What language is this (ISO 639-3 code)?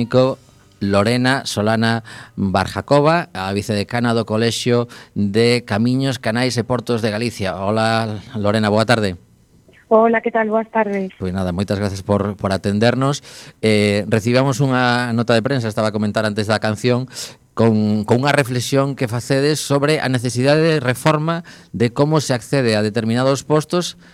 glg